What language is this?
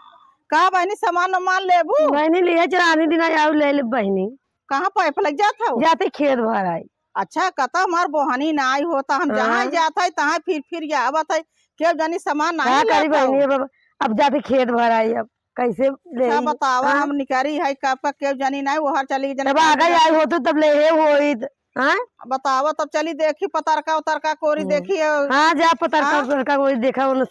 Awadhi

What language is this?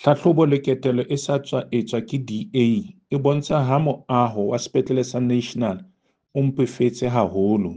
Southern Sotho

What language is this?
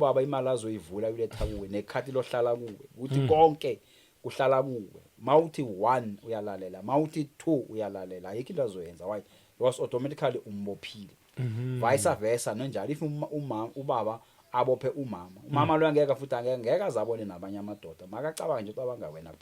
Zulu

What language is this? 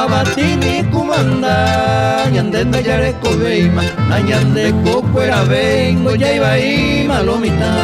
Guarani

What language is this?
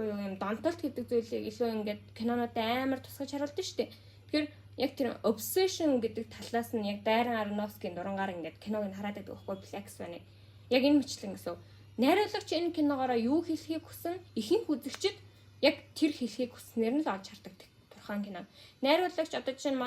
Mongolian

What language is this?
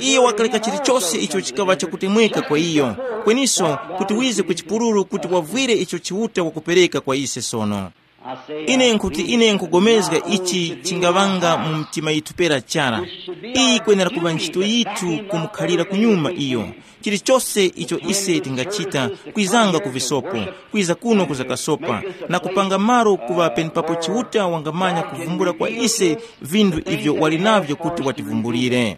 Tumbuka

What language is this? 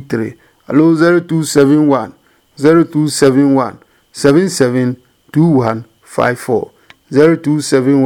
Adangme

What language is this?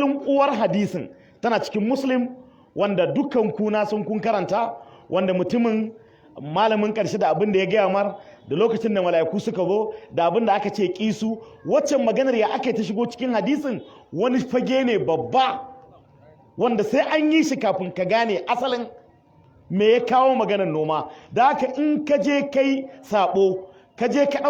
Hausa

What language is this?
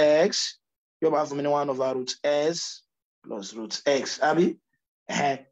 Yoruba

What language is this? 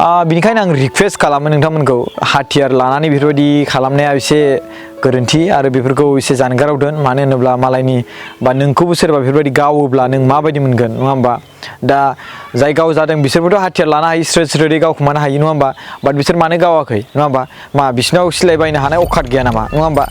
Bodo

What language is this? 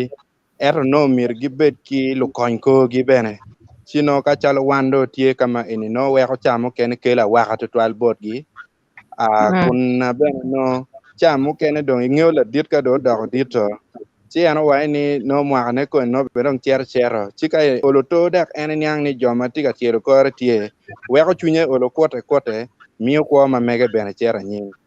Acoli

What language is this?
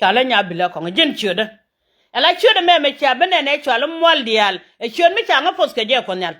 Nuer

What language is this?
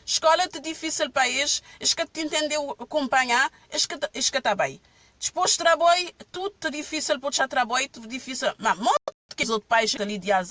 Kabuverdianu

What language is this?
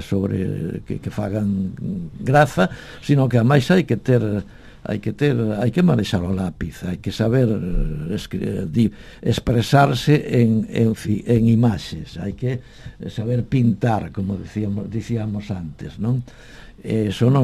Galician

